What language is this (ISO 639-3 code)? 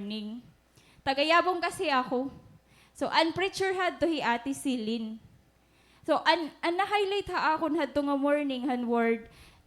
war